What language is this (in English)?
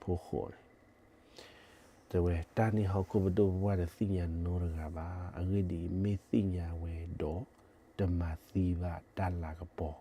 S'gaw Karen